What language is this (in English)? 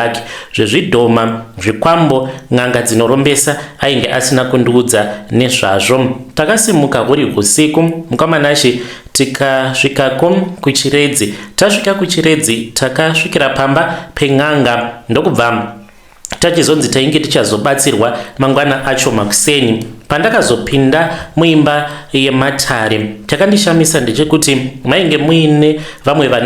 Shona